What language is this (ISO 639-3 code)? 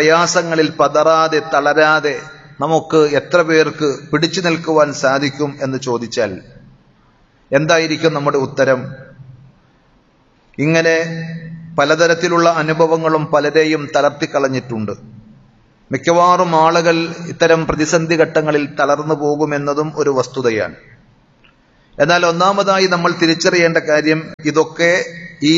mal